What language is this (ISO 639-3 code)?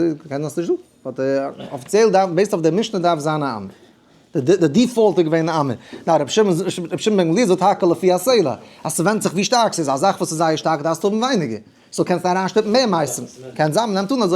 yid